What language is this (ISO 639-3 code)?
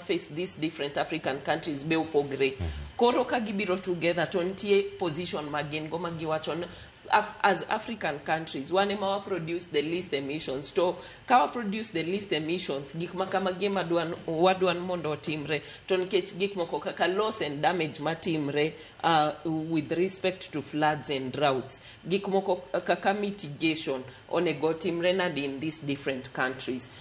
luo